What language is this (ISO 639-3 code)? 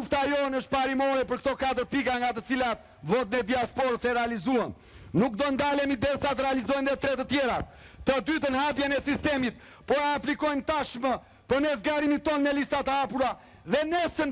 sqi